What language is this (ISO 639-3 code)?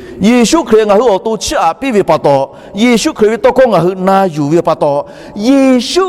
lhu